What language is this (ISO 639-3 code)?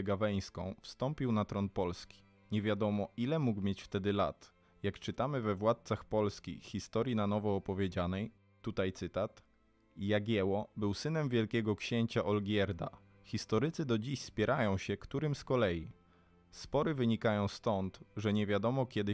pol